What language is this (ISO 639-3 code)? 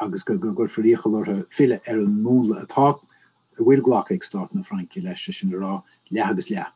gle